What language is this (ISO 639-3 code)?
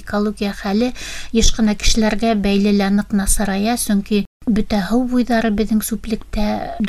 bak